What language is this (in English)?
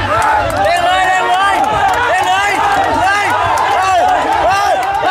Thai